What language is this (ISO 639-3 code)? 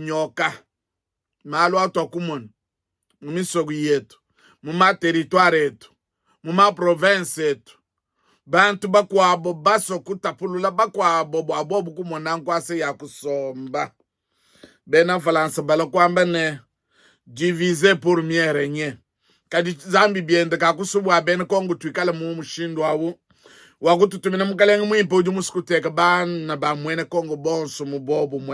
lua